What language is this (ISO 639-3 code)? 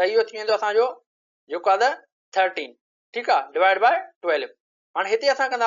snd